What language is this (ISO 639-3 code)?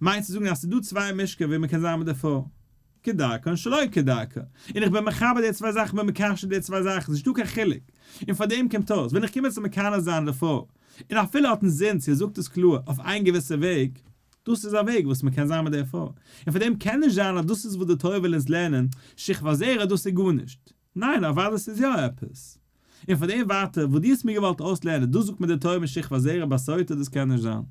yid